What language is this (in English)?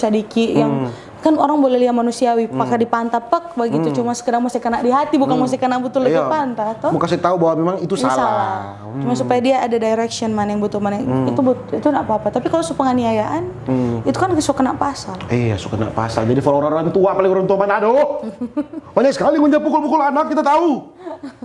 Manado Malay